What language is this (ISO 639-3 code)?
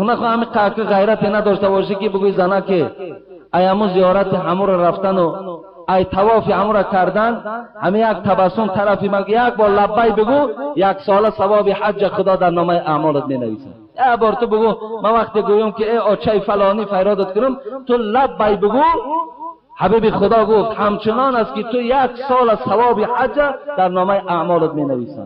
tgk